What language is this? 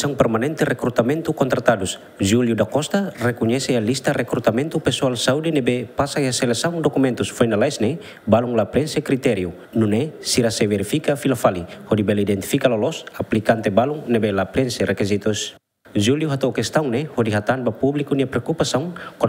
Tetum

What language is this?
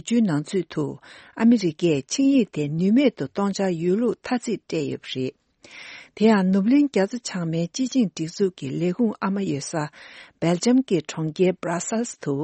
Tibetan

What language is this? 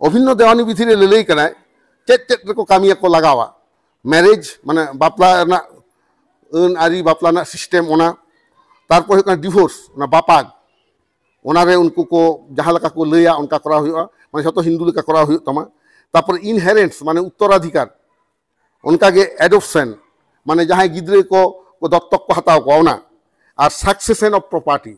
Santali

